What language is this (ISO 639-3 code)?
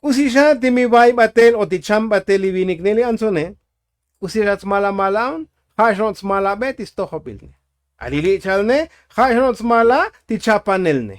tzo